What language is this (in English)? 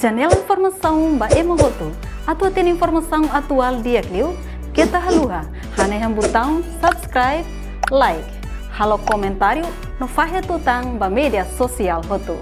Tetum